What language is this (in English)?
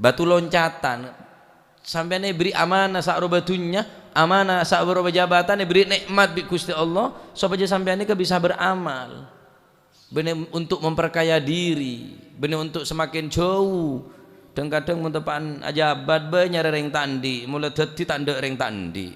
Madurese